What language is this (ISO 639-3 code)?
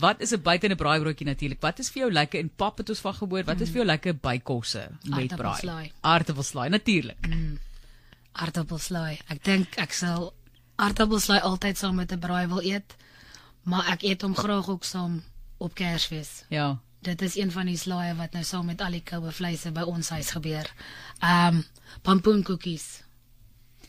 afr